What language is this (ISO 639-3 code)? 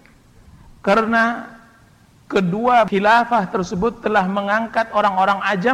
ind